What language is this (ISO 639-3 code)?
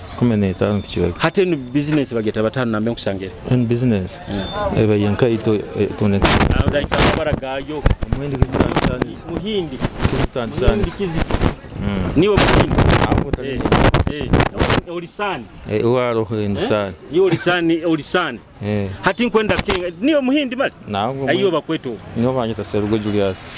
nyo